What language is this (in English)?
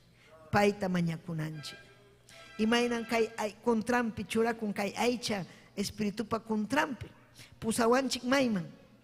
Ayacucho Quechua